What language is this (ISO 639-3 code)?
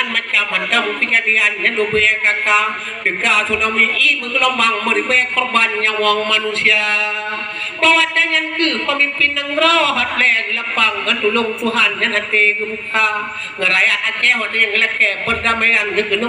ace